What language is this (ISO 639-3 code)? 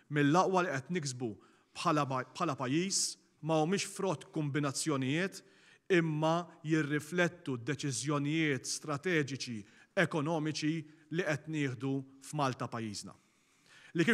mlt